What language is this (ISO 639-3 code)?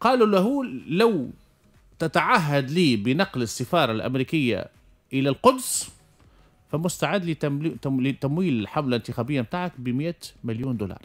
aeb